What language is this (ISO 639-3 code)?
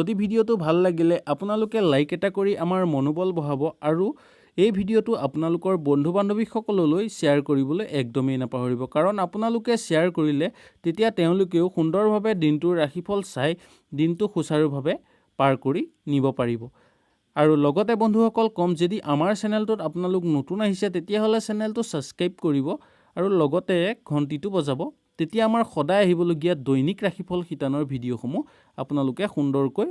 asm